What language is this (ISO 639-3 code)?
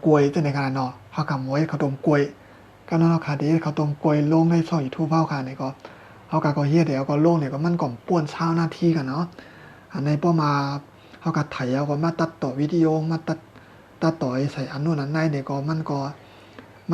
shn